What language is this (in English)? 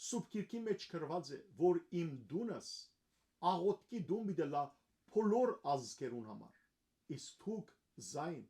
Western Armenian